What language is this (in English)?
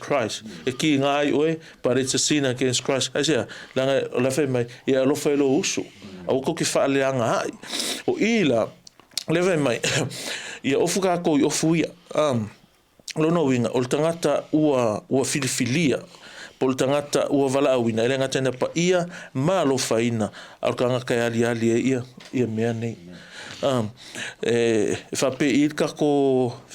Samoan